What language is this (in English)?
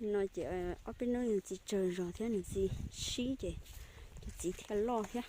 Hmong